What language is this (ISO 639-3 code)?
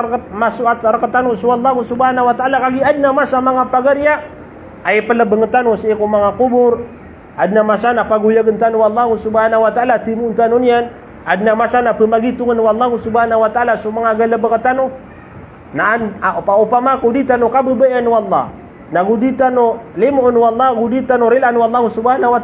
mrw